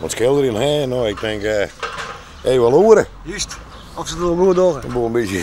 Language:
Western Frisian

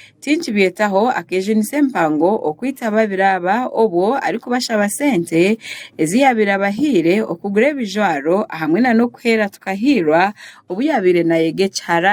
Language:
Nyankole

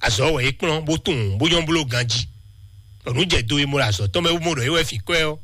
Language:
Fon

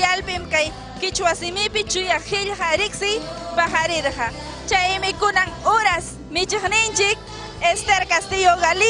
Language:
Ayacucho Quechua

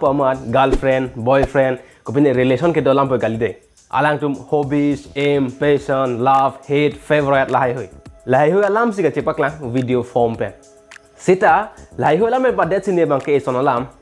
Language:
Karbi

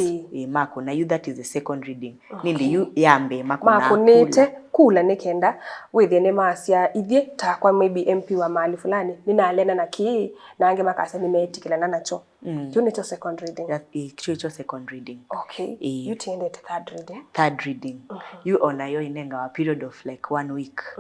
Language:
Kamba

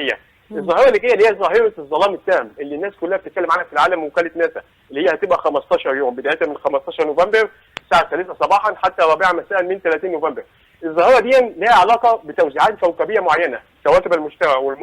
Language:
Egyptian Arabic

